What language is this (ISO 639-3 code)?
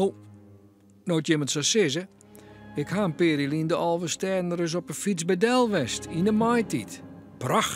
fry